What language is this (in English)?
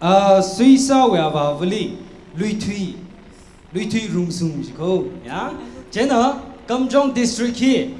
Tangkhul Naga (India)